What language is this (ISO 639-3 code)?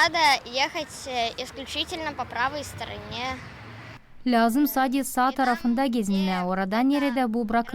gag